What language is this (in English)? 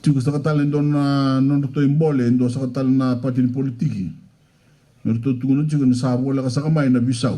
Fijian